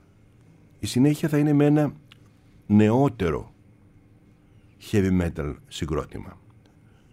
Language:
Greek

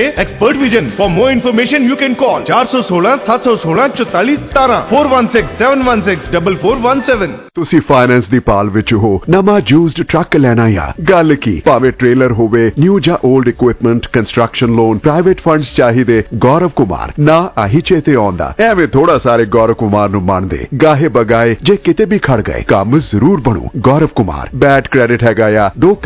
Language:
Punjabi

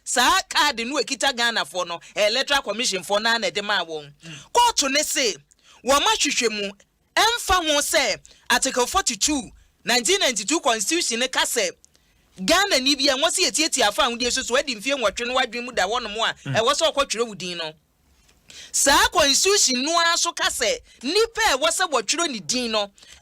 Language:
Akan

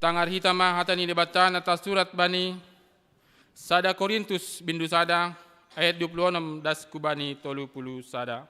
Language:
Batak Simalungun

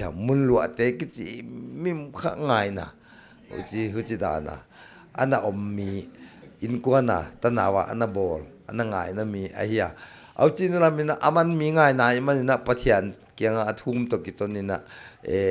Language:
Paite Chin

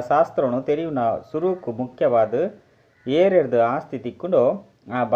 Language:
Tulu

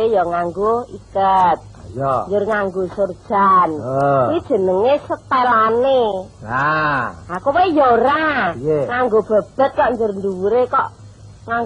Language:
Javanese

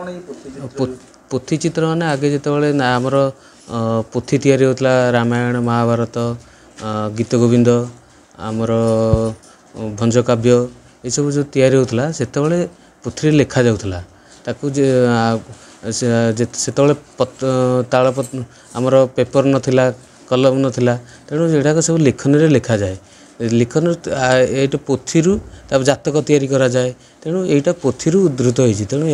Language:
Odia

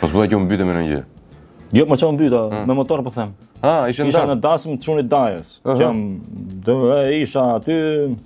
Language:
Albanian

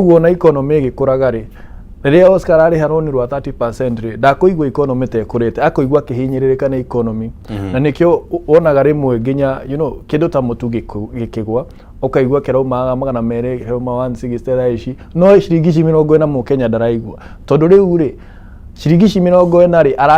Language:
Kikuyu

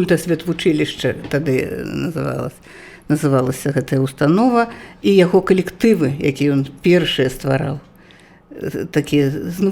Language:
Belarusian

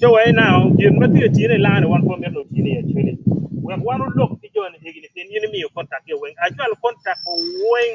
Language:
Acoli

